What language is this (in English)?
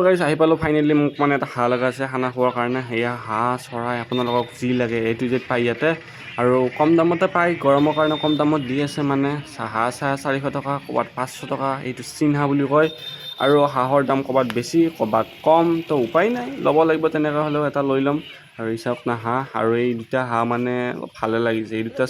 Assamese